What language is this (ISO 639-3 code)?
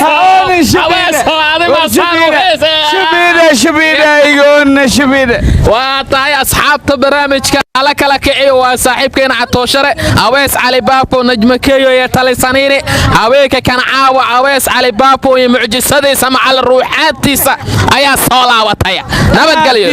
som